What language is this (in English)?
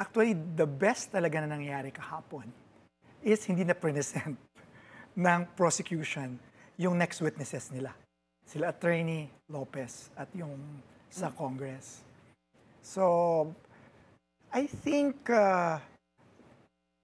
Filipino